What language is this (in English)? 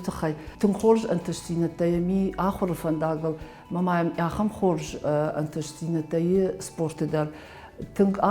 Ossetic